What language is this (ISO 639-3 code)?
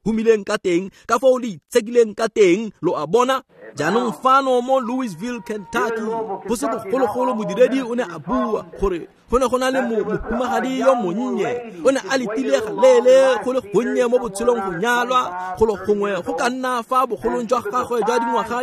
tsn